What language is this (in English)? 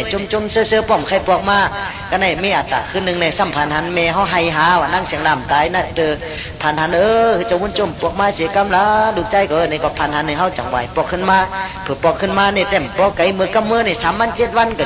Shan